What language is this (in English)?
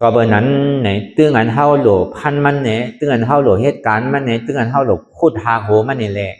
Shan